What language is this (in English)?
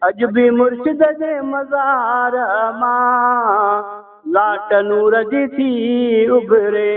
Saraiki